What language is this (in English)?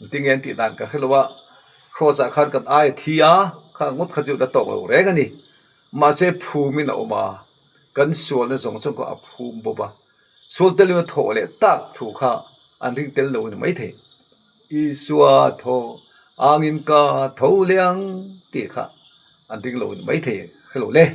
Mizo